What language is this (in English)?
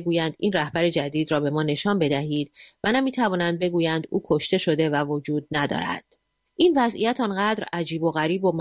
Persian